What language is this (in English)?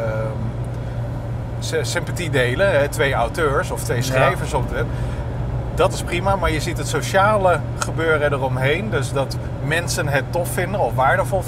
Dutch